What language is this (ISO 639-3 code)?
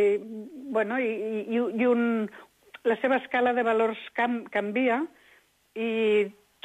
cat